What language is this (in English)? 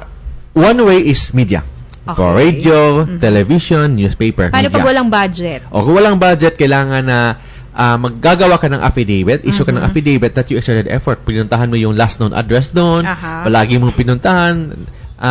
Filipino